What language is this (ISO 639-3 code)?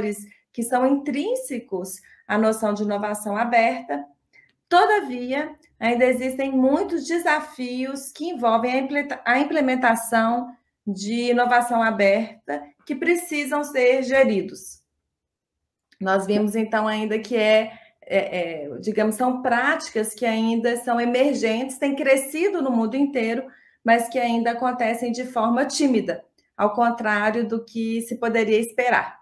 por